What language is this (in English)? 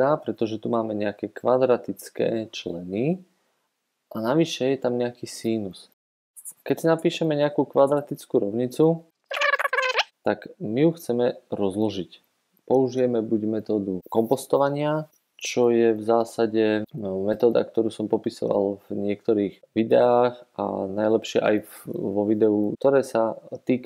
Slovak